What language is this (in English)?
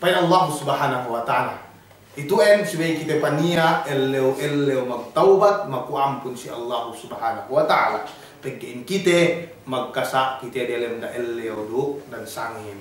Yakan